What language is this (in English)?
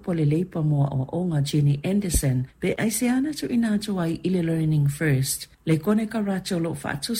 Samoan